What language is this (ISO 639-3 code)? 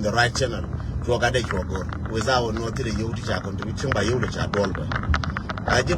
nus